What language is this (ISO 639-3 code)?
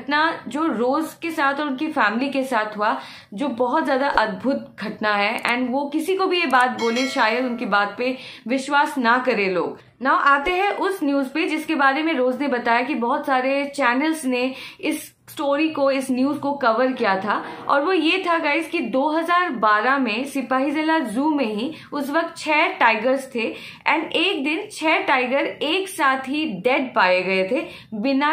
hin